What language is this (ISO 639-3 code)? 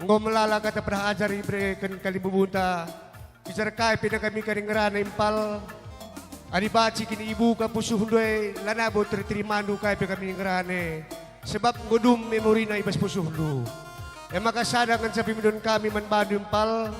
btx